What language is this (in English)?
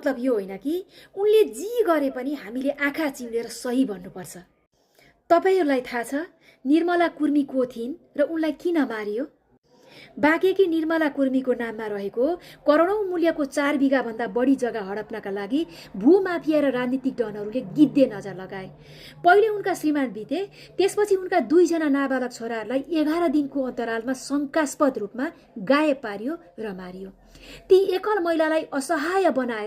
Nepali